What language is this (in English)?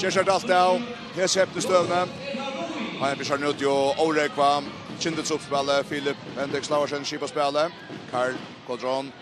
Faroese